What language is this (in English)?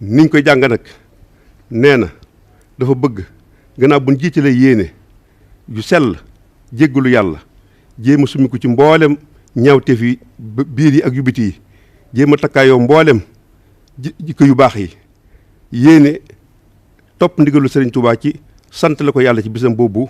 Wolof